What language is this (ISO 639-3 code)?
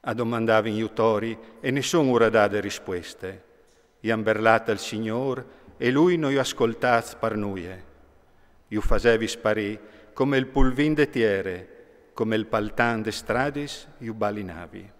fur